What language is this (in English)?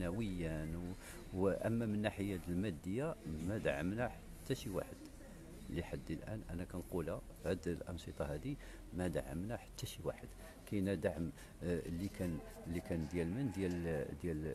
Moroccan Arabic